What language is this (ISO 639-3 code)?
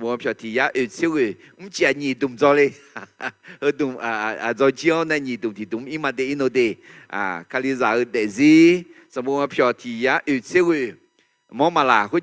ahk